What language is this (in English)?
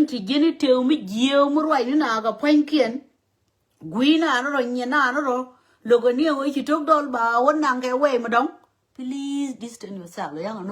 Nuer